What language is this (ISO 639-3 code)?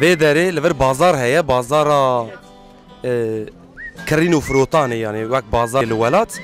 kur